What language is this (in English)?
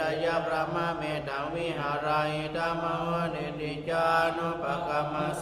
Pali